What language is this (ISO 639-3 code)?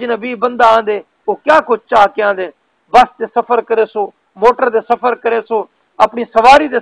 skr